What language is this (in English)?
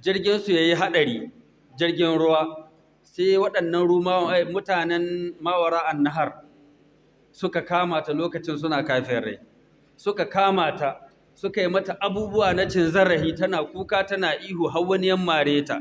Hausa